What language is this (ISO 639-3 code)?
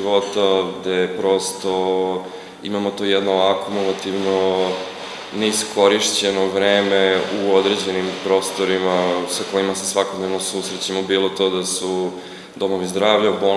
srp